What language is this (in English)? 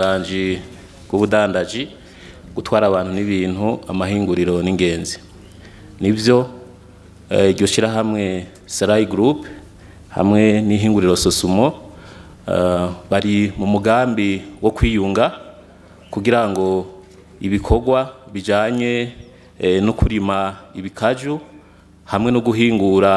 Rundi